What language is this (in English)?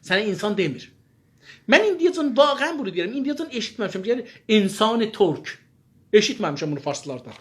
South Azerbaijani